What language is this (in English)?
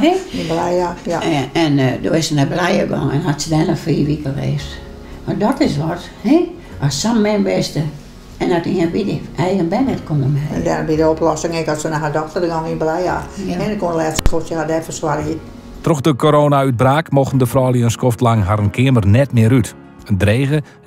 Western Frisian